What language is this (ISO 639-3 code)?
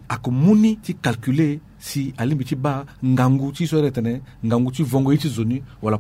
sag